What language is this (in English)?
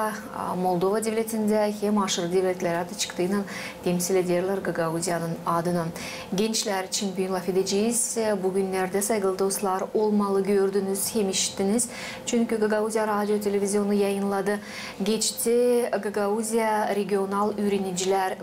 Gagauz